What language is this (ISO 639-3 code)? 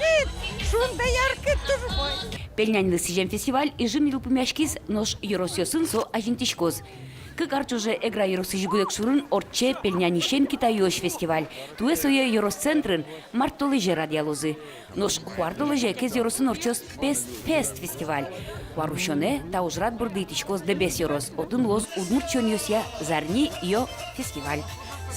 udm